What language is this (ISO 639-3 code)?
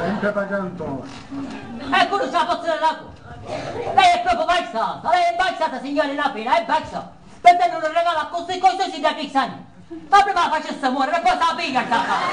scn